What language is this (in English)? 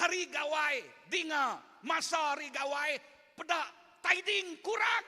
Iban